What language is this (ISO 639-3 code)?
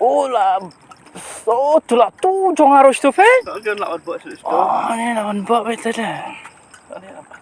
kha